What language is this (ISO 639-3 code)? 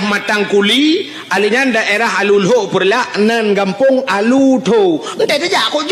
ace